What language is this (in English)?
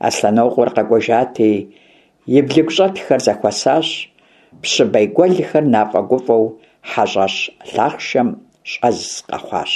Kabardian